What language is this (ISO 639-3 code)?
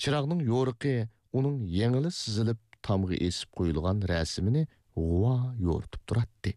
uig